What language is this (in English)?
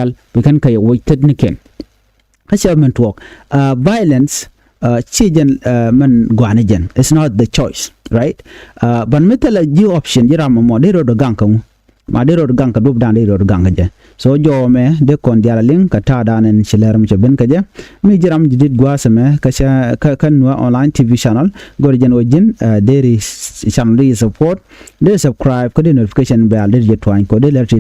Nuer